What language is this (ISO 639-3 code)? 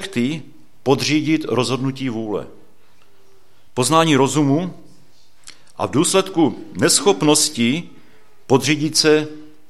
ces